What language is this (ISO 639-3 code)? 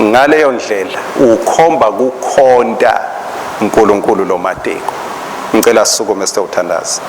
ssw